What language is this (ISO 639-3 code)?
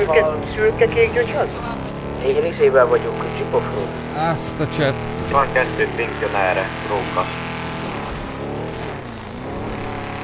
hun